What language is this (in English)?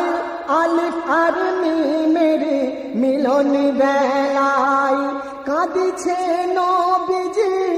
Bangla